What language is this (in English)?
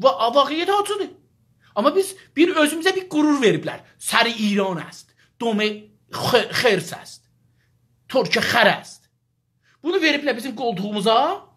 South Azerbaijani